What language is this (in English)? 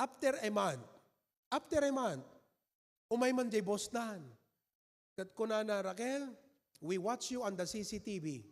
Iloko